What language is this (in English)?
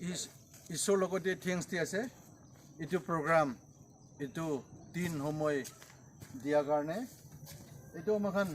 Naga Pidgin